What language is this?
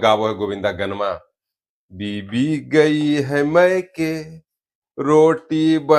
Magahi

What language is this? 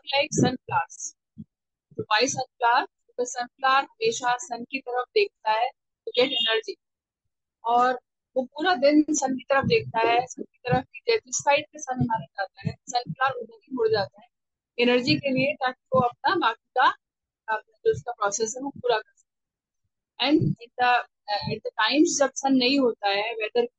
Hindi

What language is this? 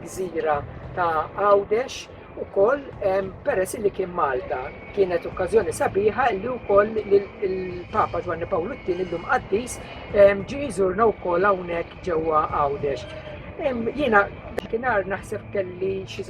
Maltese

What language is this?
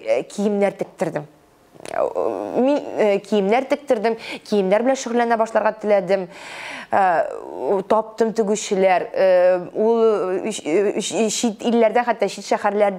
Tatar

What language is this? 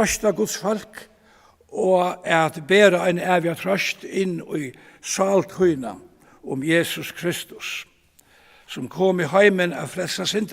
Faroese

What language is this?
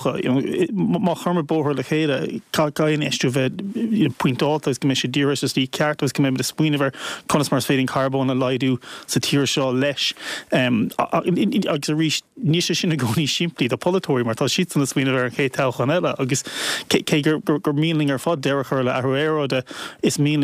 Irish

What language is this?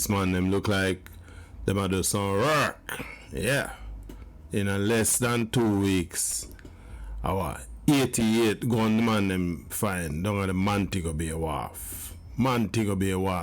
Jamaican Creole English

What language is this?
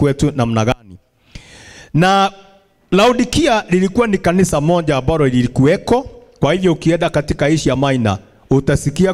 Swahili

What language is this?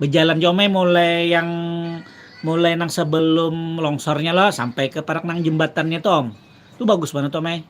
Banjar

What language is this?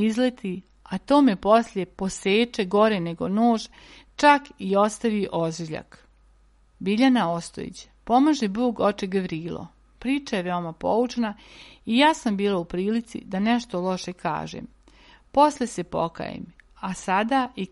Serbian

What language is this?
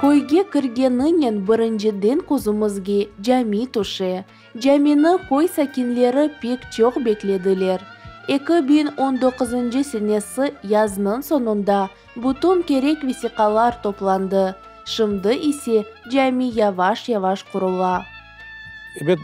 Crimean Tatar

